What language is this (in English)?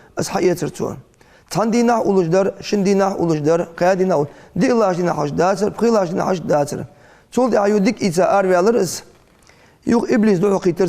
Ingush